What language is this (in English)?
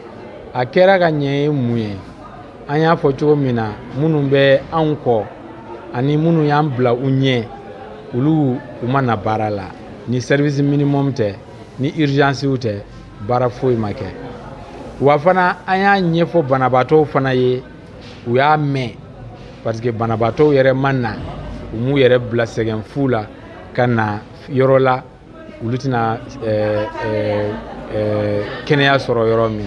Bambara